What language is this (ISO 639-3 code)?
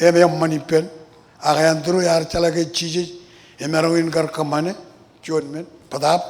mah